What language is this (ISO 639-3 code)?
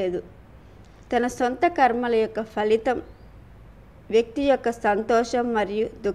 tel